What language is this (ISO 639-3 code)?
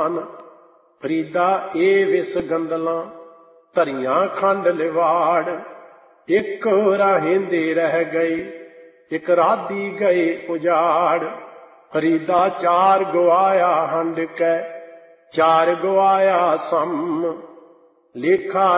pan